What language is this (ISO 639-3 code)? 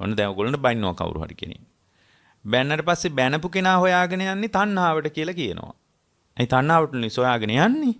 sin